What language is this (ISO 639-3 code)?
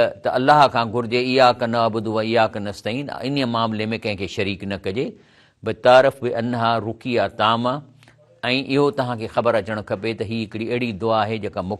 snd